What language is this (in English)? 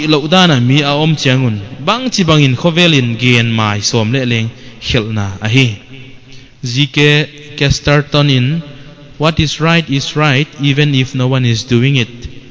Paite Chin